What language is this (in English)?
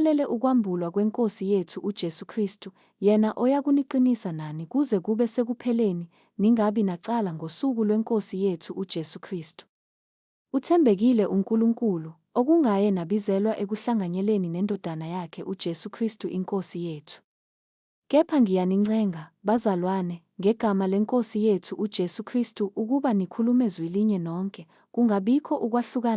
Zulu